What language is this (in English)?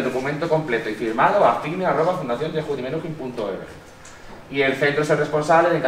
Spanish